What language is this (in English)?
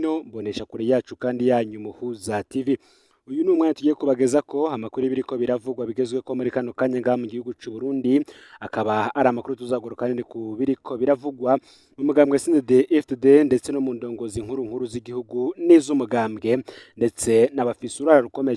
Rundi